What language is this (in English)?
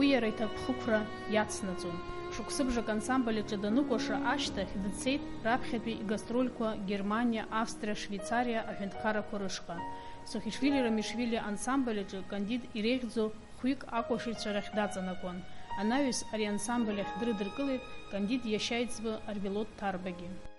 Abkhazian